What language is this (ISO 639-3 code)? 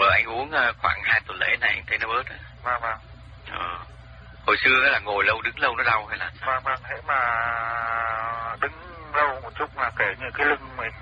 vie